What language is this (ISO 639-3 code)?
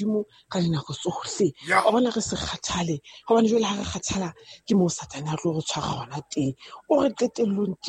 sot